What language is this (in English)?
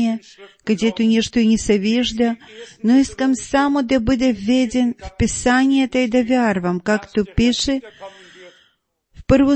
Bulgarian